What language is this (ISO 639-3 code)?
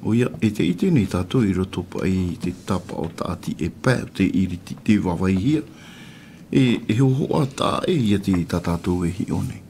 tah